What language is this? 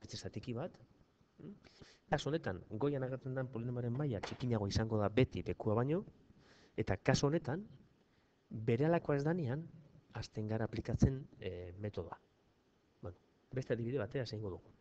Basque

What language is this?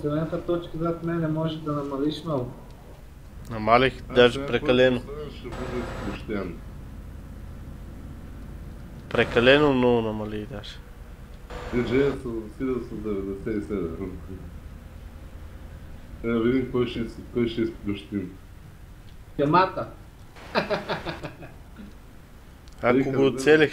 Bulgarian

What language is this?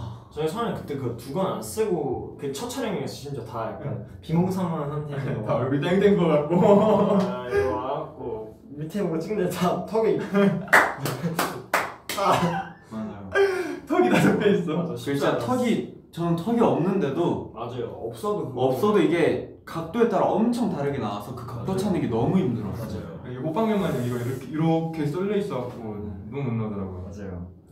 Korean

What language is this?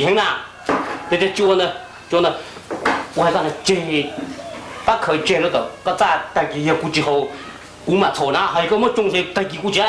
Hmong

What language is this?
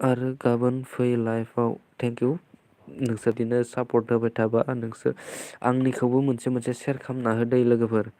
Bodo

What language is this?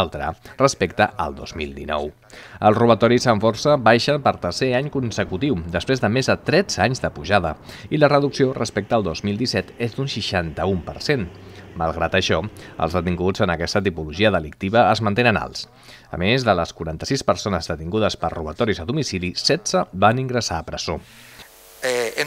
Catalan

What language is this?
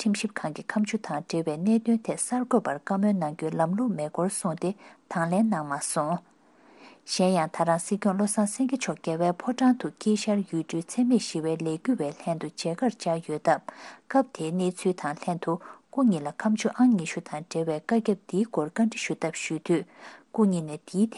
Tibetan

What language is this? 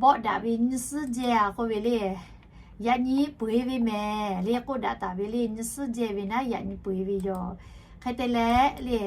Lahu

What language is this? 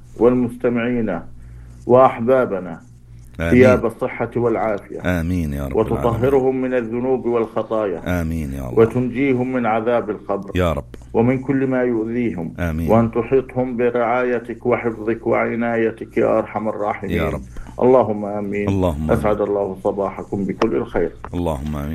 North Levantine Arabic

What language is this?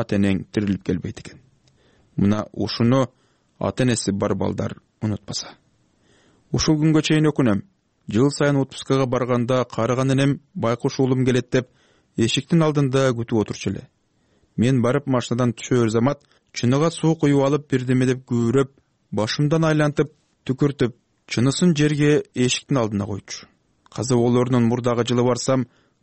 Kyrgyz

